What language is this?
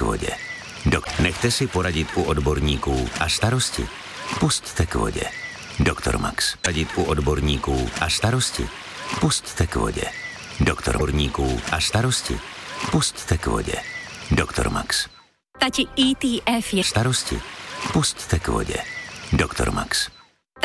Czech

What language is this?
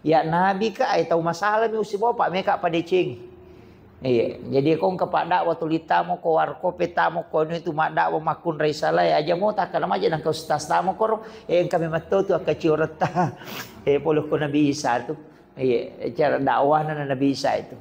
Buginese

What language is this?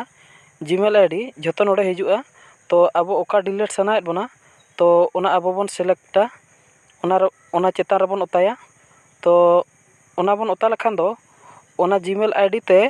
Santali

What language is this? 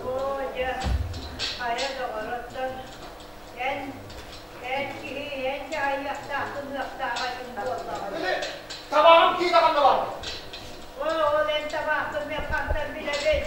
Yakut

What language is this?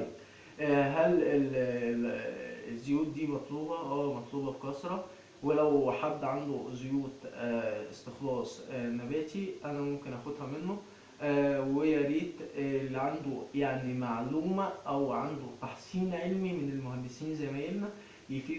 Egyptian Arabic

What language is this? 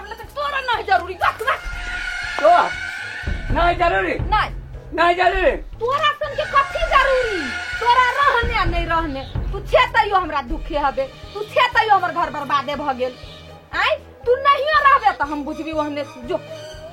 Maithili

